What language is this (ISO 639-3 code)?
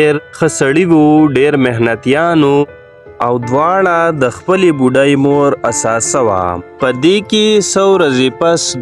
pus